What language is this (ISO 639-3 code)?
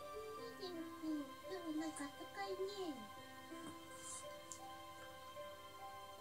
jpn